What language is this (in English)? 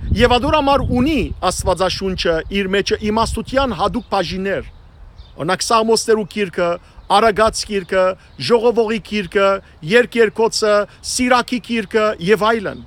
Western Armenian